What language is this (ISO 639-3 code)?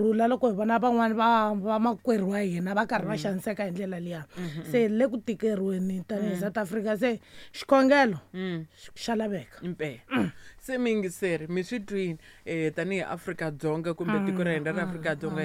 tso